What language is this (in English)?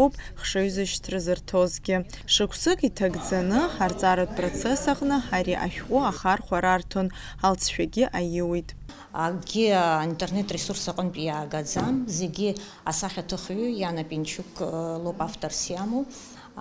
Abkhazian